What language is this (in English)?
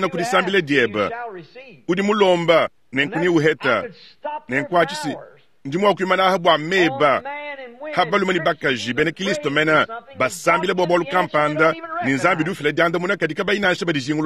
Luba-Lulua